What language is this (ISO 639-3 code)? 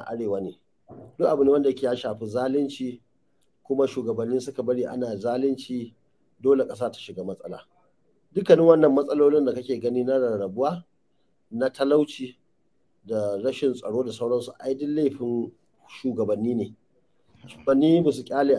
hau